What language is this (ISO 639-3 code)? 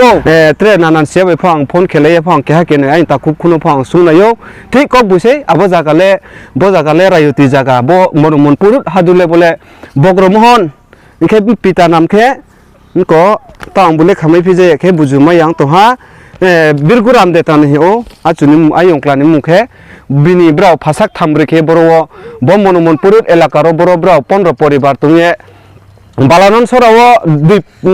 ria